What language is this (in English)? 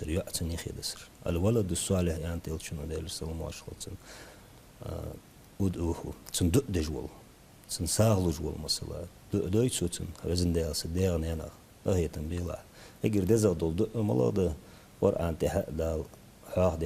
Ingush